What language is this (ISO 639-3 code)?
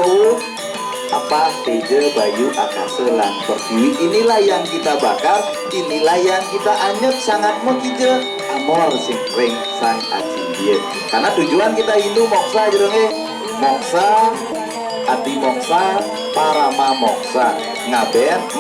ban